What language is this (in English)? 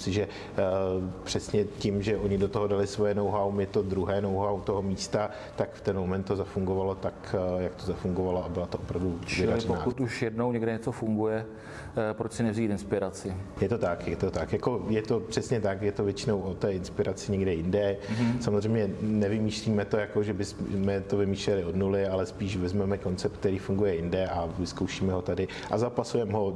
Czech